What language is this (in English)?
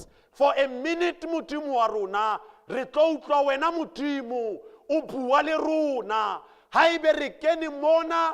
Southern Sotho